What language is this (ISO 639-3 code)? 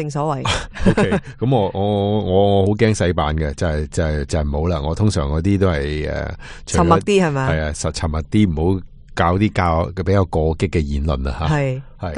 yue